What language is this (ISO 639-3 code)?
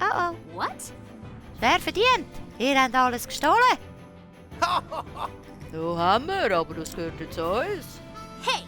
gsw